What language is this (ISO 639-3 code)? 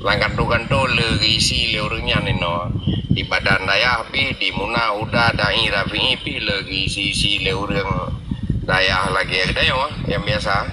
ace